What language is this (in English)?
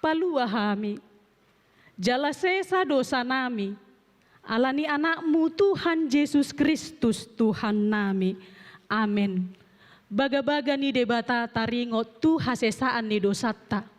Batak Toba